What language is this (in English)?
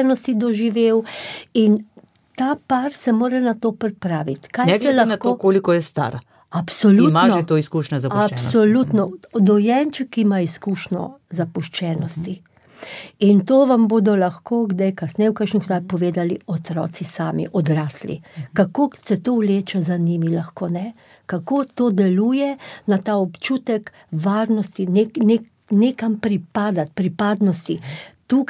Slovenian